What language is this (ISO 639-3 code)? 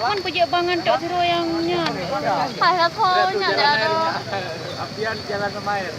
ace